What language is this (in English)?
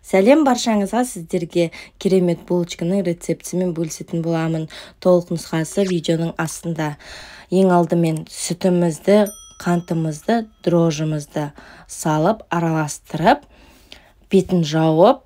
Kazakh